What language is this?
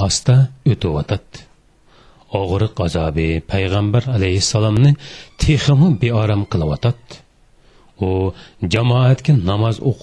Uyghur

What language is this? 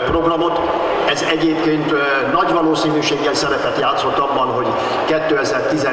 Hungarian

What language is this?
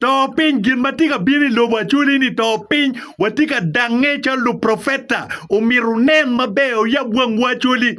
Acoli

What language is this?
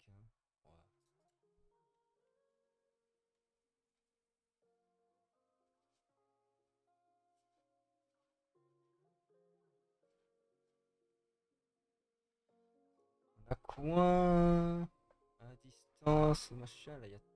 French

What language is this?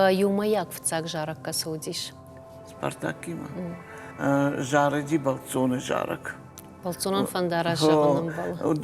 Ossetic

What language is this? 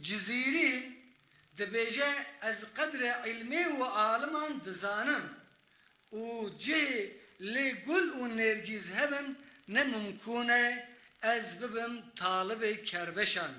Kurdish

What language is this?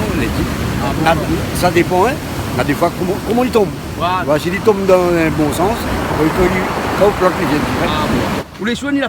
Réunion Creole French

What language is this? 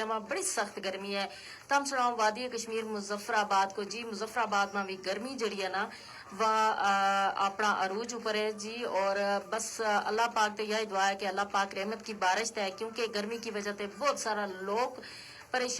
Gujari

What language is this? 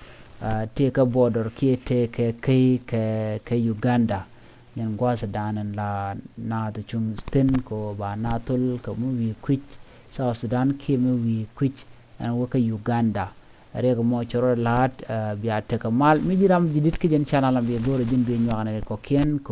Nuer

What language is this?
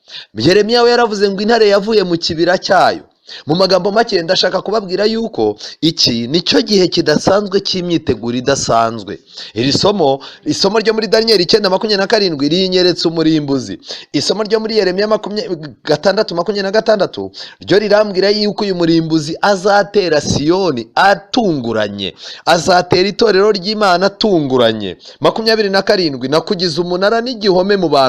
Kinyarwanda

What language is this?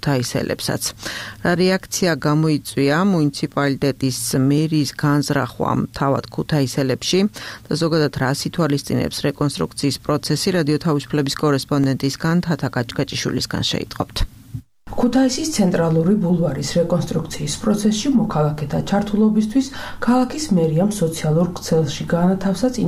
Georgian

